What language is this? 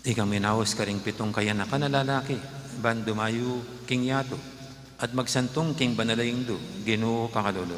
Pampanga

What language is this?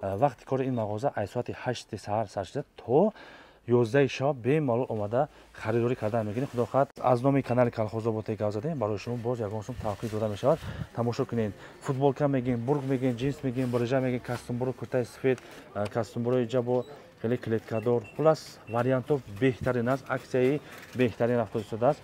Tajik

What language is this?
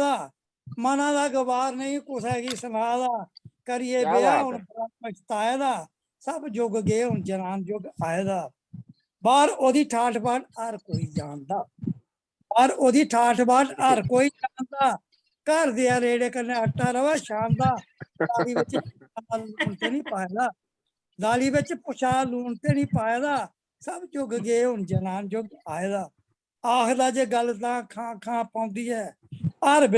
Dogri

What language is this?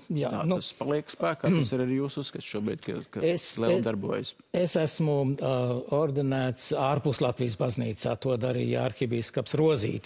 Latvian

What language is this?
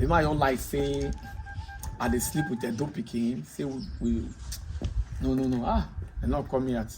Nigerian Pidgin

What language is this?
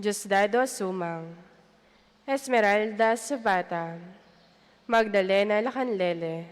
Pampanga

